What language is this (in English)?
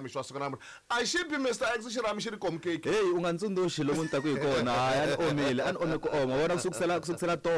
Tsonga